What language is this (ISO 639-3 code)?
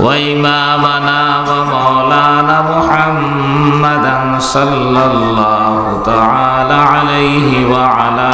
syl